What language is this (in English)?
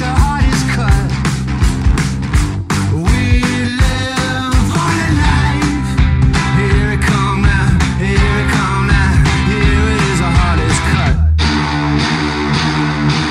Basque